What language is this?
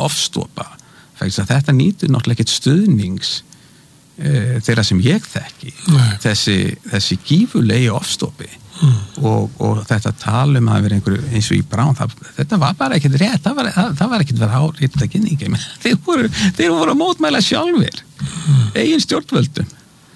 Icelandic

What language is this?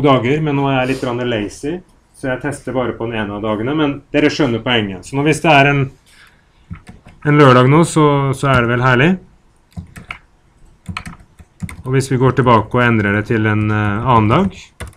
Norwegian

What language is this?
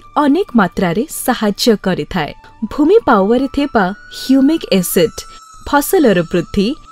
Odia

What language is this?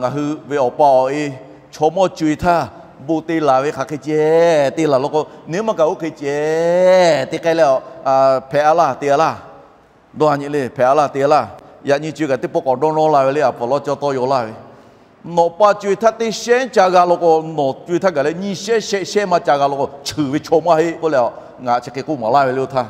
Lahu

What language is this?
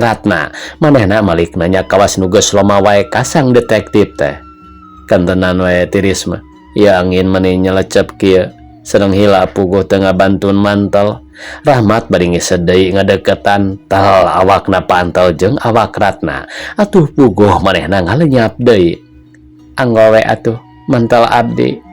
Sundanese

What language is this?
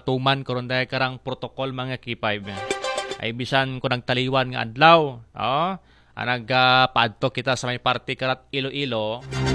Aklanon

